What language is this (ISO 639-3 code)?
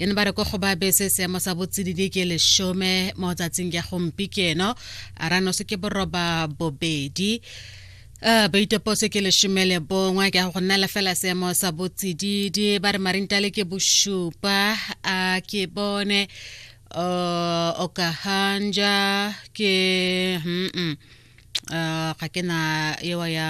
tsn